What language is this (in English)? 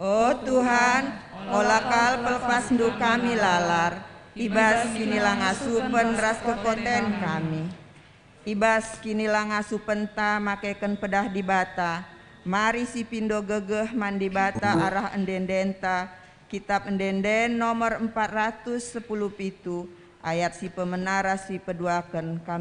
Batak Karo